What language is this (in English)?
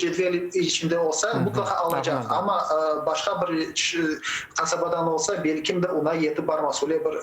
Crimean Tatar